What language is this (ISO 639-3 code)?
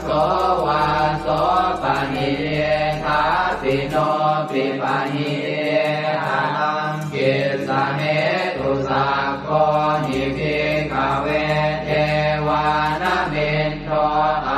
pli